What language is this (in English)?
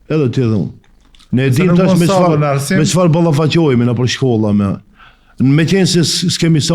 Albanian